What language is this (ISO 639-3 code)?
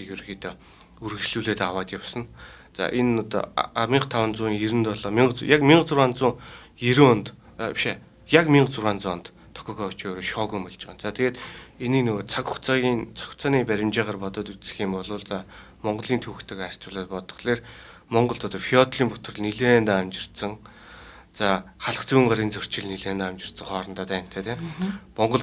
mon